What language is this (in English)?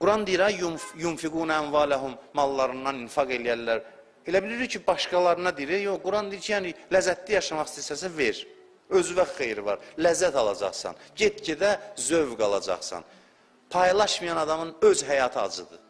Azerbaijani